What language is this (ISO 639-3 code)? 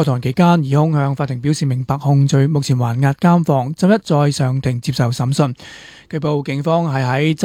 yue